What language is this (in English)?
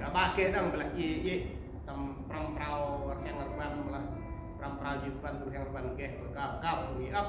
Central Mnong